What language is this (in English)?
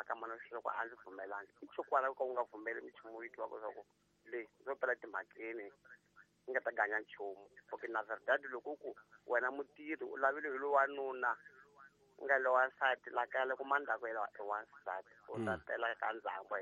Tsonga